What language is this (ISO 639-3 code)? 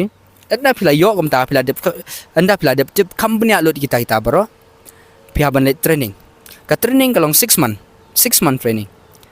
kha